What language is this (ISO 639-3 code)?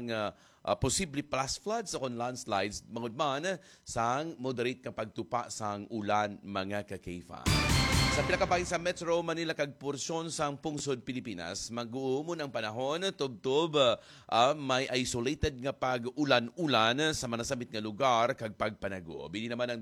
hil